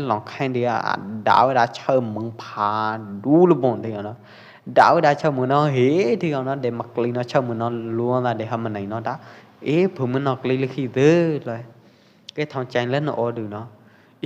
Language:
Pwo Eastern Karen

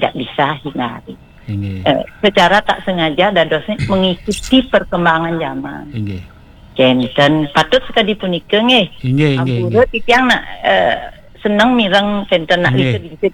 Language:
Balinese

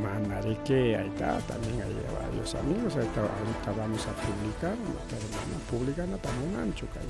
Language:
Ayacucho Quechua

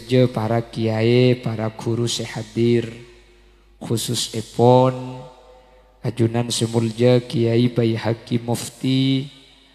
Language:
Madurese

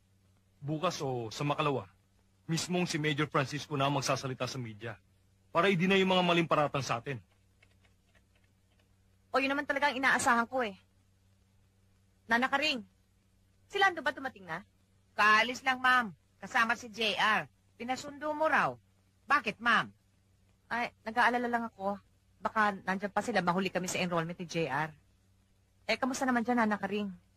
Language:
Filipino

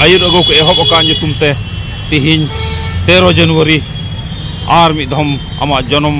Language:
Santali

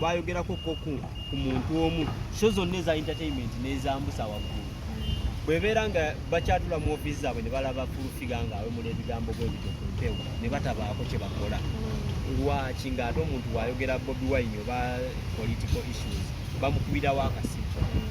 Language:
Ganda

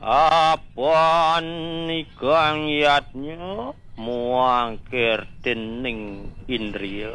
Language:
Balinese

